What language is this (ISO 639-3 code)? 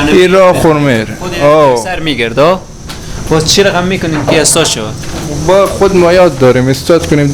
fas